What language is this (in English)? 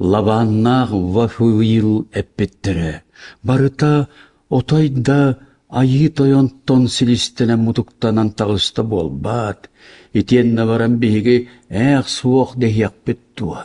Yakut